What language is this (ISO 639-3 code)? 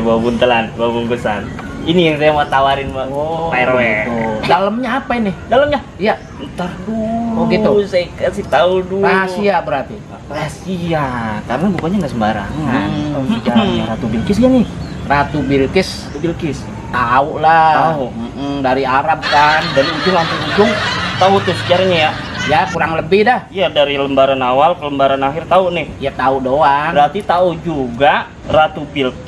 bew